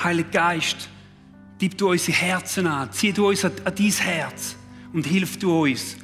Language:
Swiss German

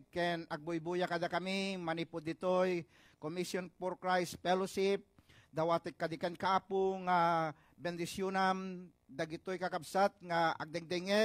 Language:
Iloko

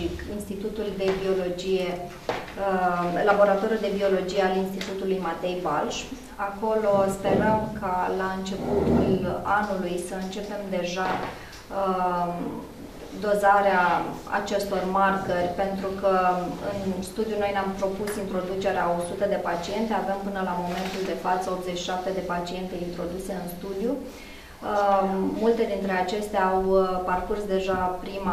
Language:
Romanian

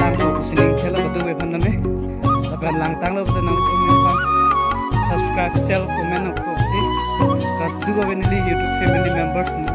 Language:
Karbi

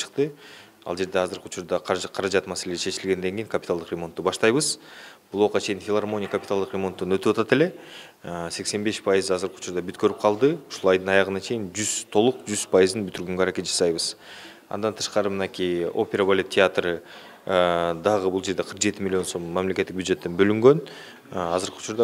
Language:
Kyrgyz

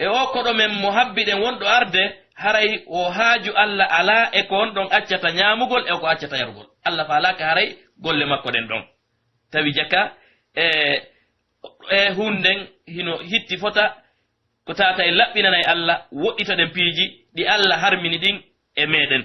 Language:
Pular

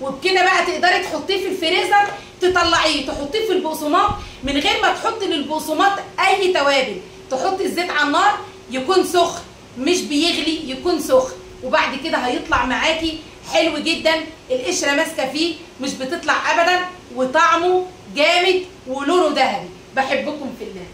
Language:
Egyptian Arabic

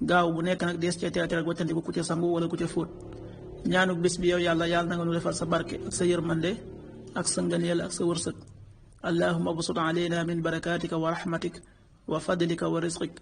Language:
Wolof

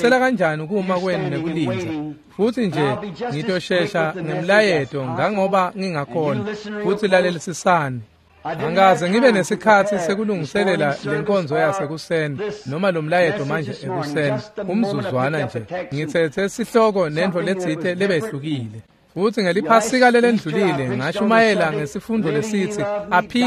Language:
Swati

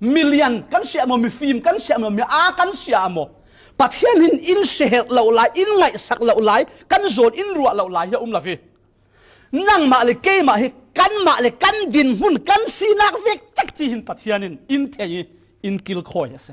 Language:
Falam Chin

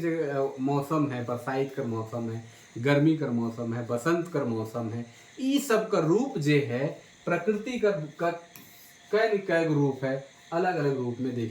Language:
Sadri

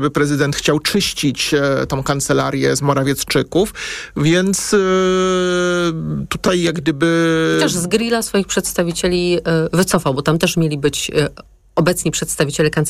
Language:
Polish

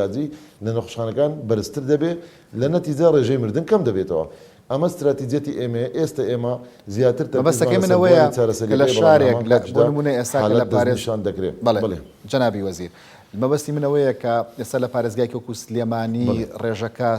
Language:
Central Kurdish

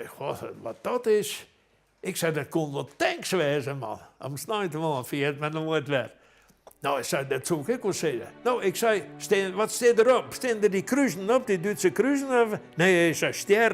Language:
Western Frisian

